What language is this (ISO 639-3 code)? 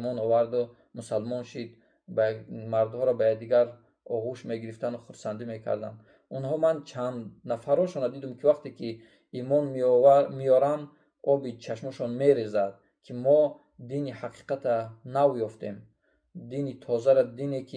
tgk